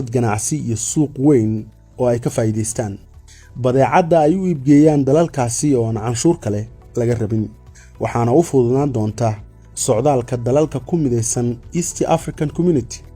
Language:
Somali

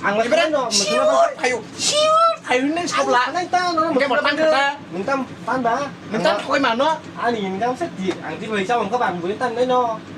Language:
Kok Borok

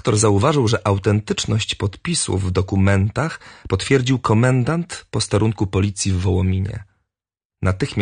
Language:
Polish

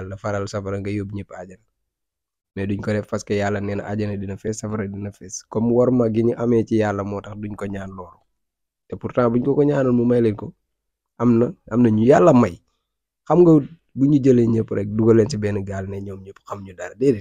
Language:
Wolof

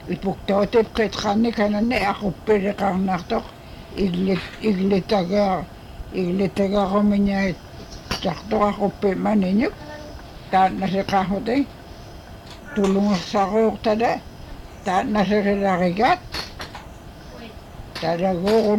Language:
Inupiaq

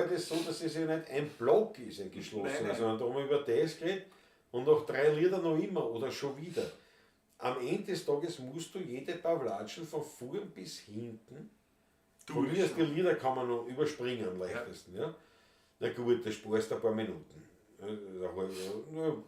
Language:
Bavarian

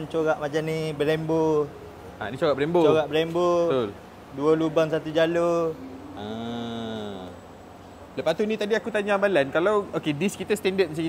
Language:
Malay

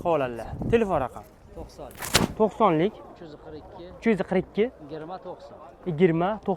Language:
Uzbek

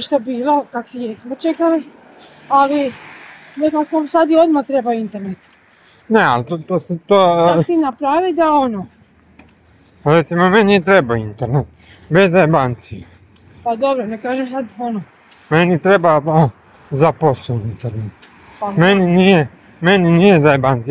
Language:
Croatian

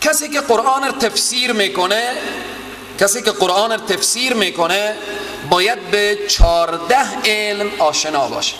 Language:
Persian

